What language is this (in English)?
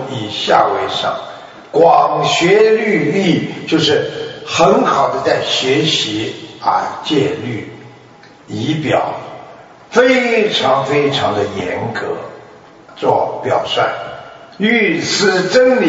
Chinese